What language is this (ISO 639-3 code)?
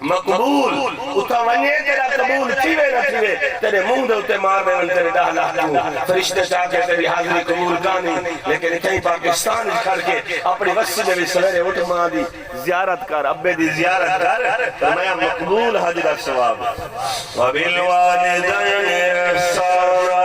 skr